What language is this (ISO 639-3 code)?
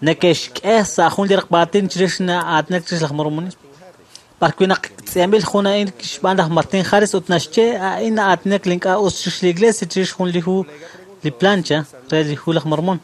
kek